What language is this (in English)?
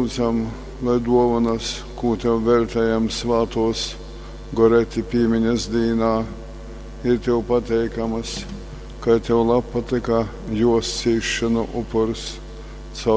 Latgalian